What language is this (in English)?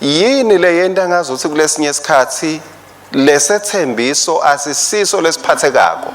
Swati